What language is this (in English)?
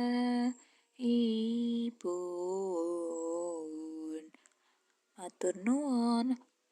Javanese